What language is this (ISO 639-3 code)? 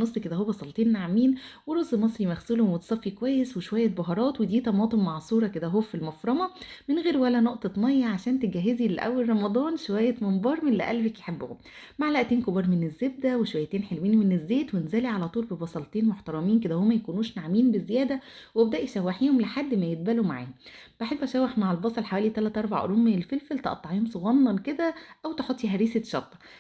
arz